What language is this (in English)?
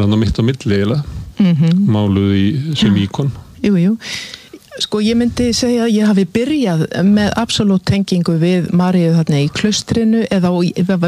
Icelandic